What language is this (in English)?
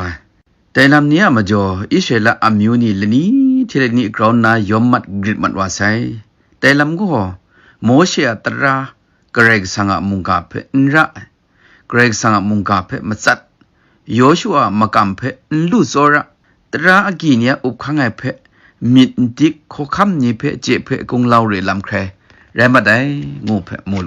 Kachin